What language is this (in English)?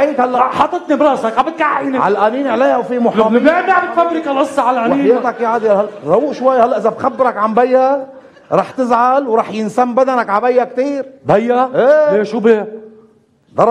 North Levantine Arabic